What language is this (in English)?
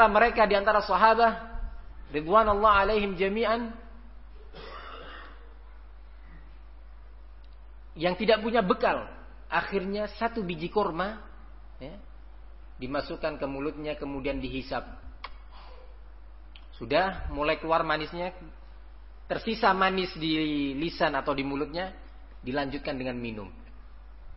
Indonesian